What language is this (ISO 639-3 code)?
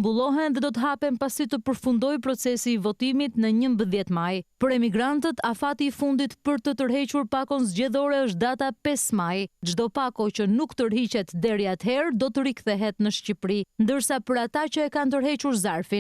sqi